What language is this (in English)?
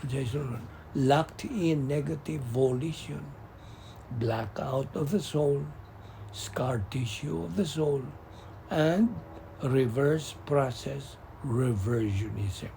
Cebuano